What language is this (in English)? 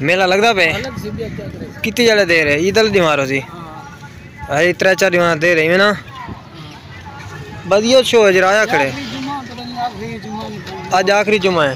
Saraiki